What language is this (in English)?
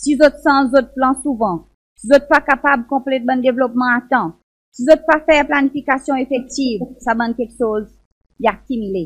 Seselwa Creole French